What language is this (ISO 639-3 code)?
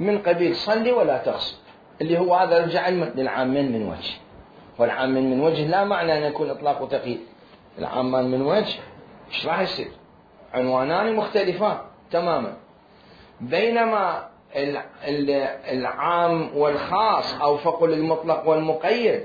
acm